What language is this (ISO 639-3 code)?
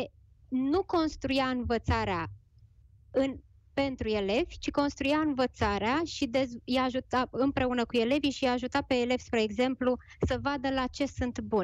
ron